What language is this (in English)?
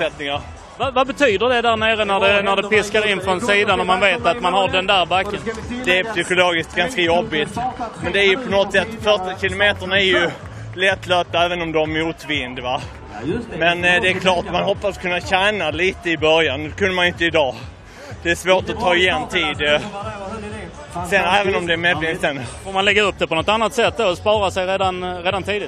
Swedish